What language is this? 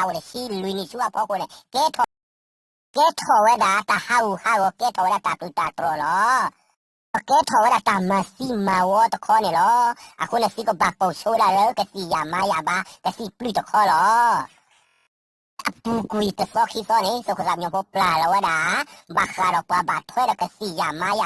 S'gaw Karen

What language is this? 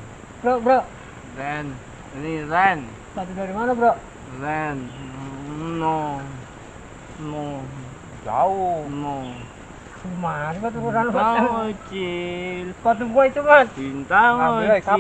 Betawi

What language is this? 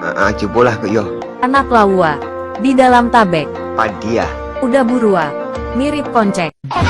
Minangkabau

